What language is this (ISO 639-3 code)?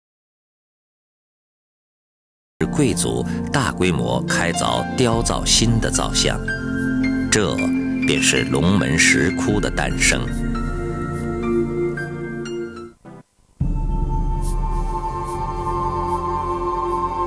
zho